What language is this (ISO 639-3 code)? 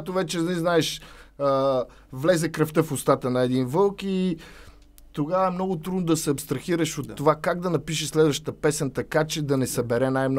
bul